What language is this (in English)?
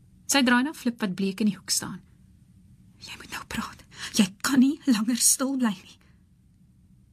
Afrikaans